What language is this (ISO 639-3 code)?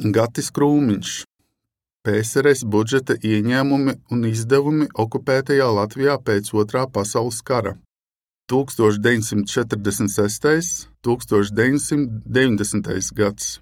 lav